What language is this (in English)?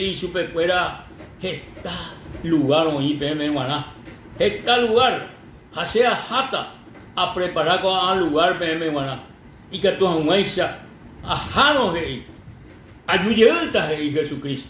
Guarani